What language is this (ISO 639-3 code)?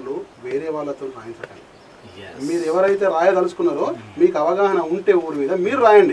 tel